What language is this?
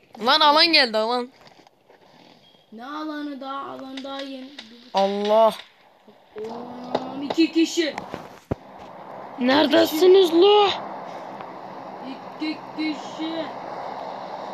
Turkish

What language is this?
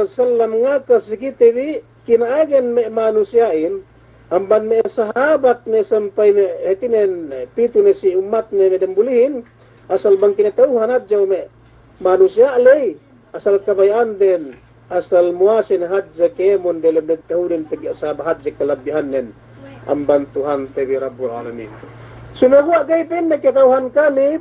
Yakan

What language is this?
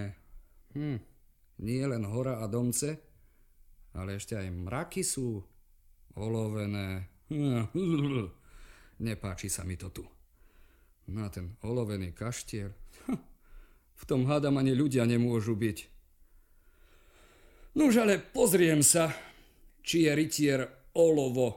Slovak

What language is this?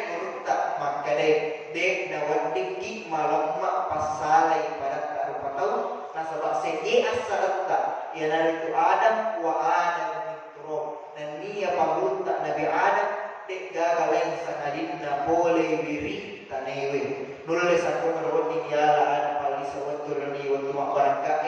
Buginese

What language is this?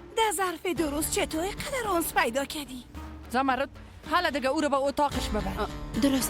Persian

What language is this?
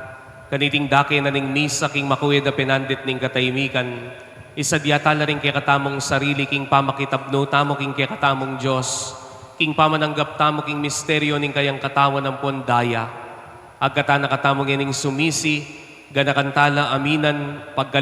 Pampanga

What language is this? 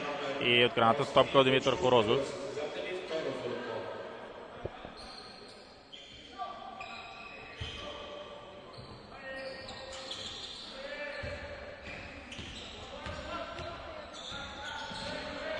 Bulgarian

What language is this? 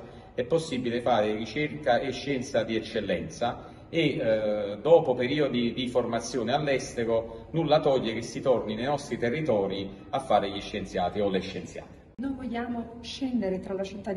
Italian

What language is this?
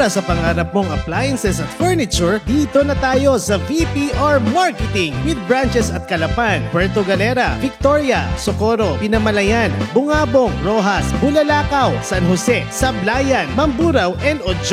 Filipino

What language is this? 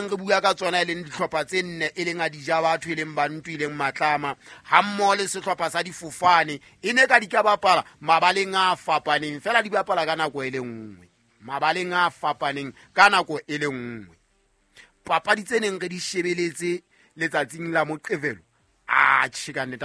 Southern Sotho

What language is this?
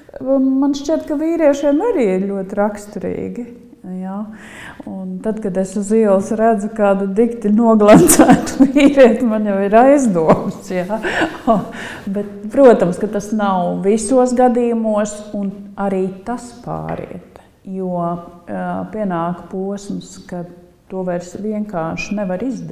Latvian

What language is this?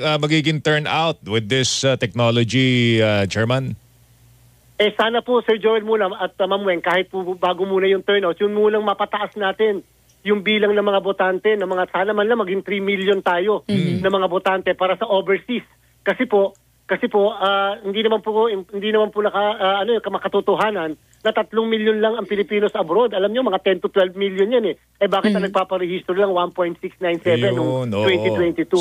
Filipino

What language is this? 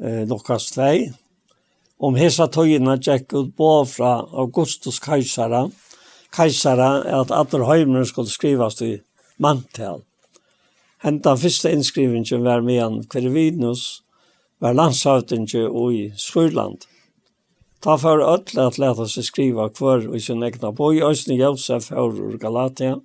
Faroese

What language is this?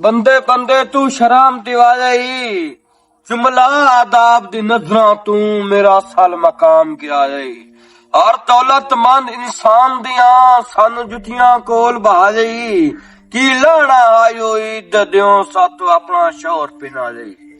Western Panjabi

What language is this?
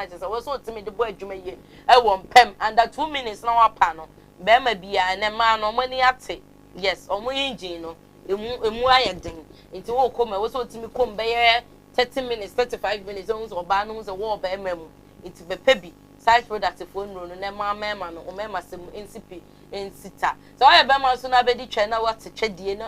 Akan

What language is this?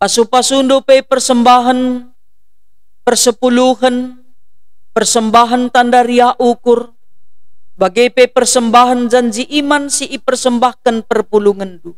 Batak Karo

